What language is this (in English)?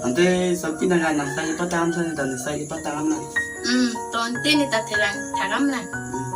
Karbi